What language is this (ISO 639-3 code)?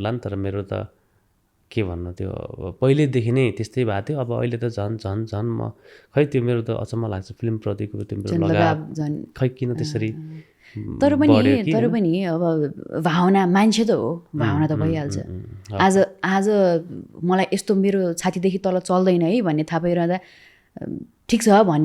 nep